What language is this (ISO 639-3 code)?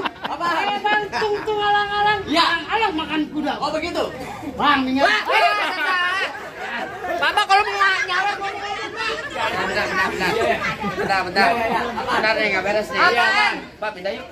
bew